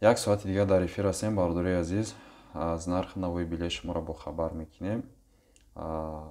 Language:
Tajik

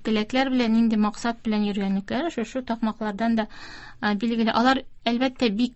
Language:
Tatar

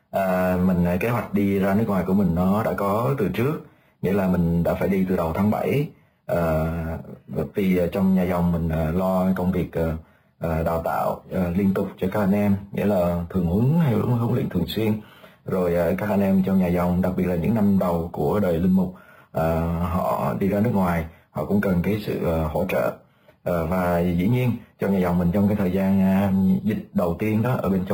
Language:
Vietnamese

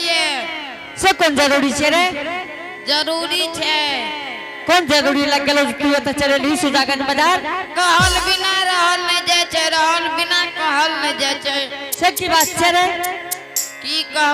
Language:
Angika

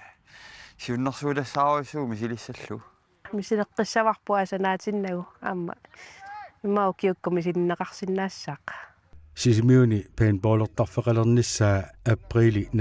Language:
Kalaallisut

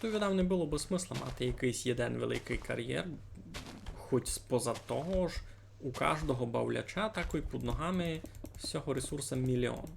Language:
Rusyn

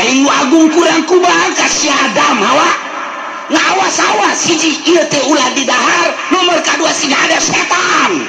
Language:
Sundanese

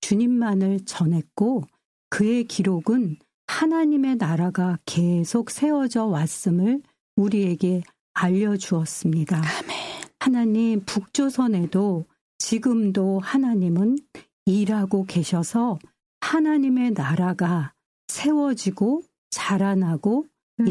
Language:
Korean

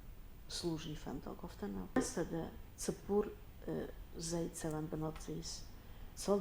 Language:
Ossetic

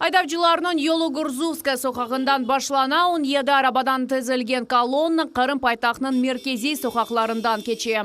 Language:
Crimean Tatar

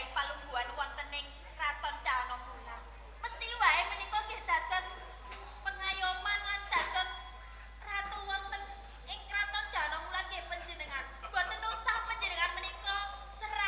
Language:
Javanese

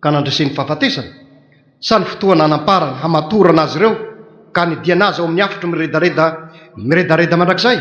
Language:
Malagasy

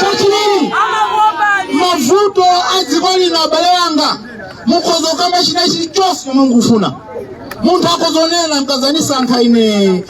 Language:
Nyanja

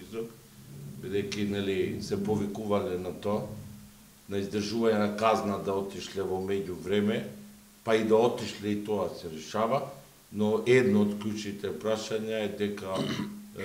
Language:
Macedonian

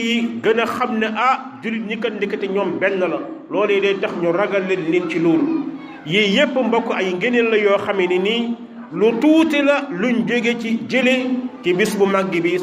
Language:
Wolof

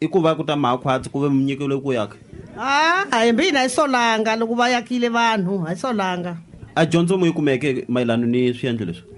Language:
Tsonga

